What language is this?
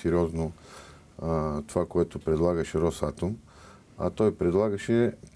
Bulgarian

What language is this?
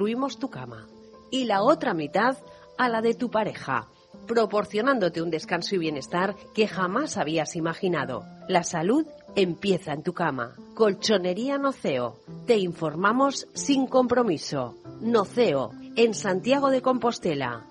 Spanish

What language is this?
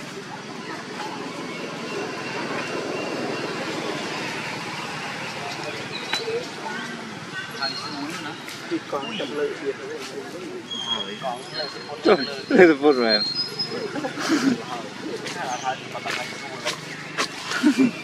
Vietnamese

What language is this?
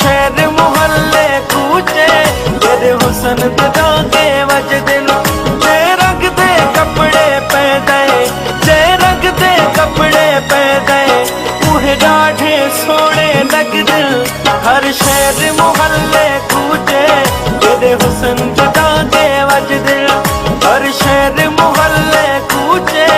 Pahari-Potwari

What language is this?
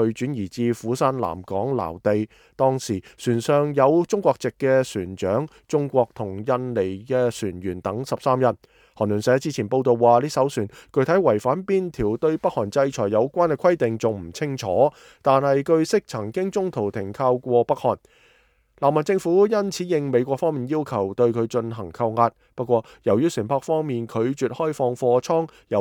Cantonese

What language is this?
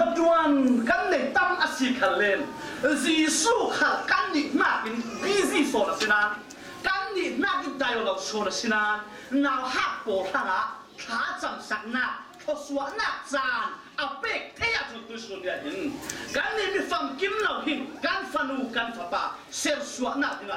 Falam Chin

